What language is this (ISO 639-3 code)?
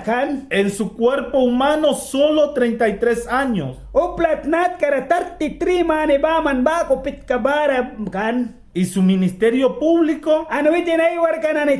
miq